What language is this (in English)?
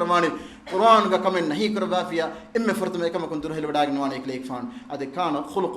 Divehi